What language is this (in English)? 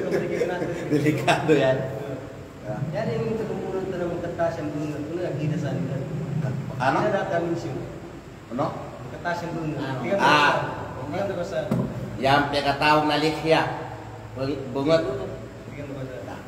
Kalagan